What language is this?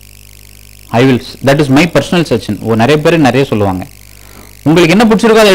Tamil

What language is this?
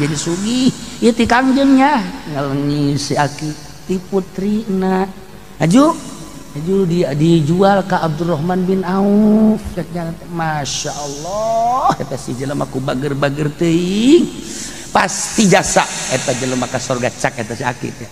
Sundanese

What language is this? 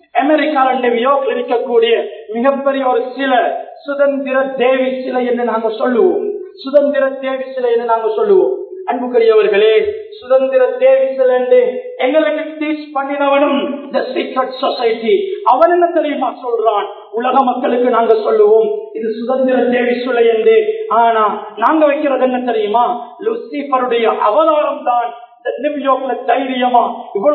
Tamil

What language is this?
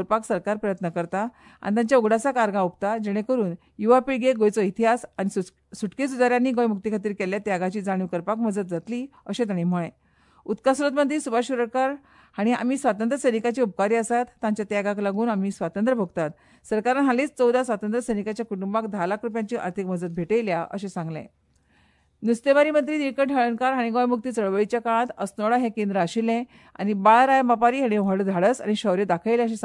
Konkani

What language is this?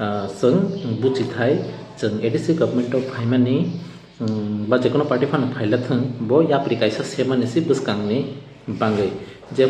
Kok Borok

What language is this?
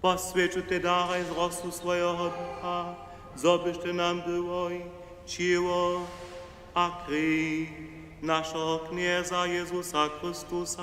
Upper Sorbian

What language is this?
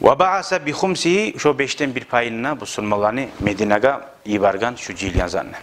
Kumyk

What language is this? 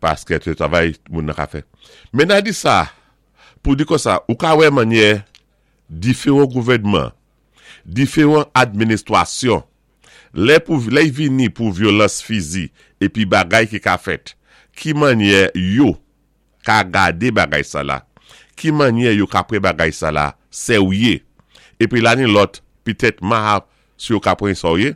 Saint Lucian Creole French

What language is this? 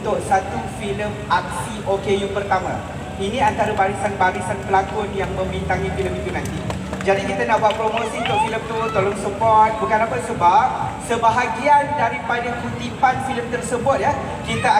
Malay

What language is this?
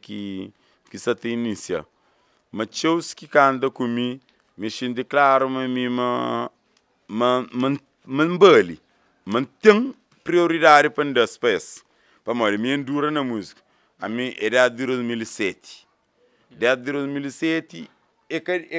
Kabuverdianu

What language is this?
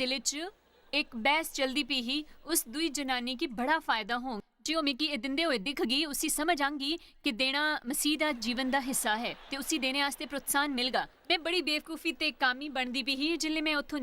Dogri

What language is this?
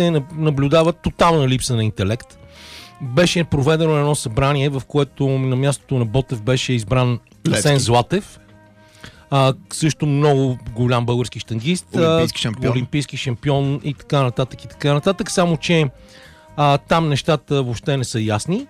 Bulgarian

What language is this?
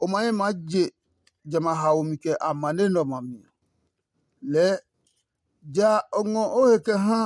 Adangme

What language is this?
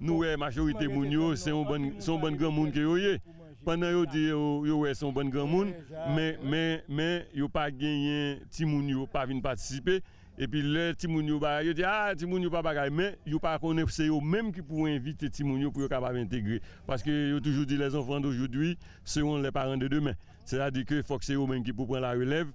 Haitian Creole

